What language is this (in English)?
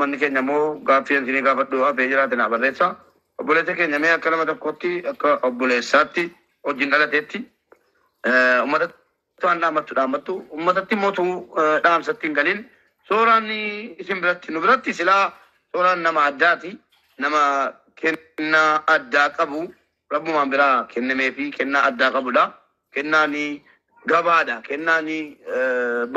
Oromo